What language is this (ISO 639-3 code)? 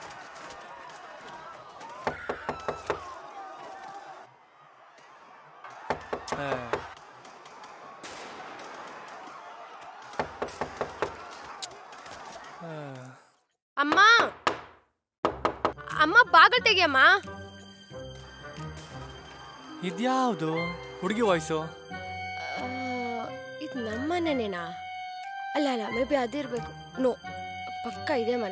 kan